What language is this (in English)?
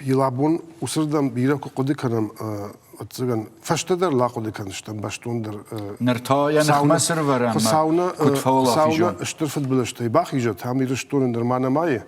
Ossetic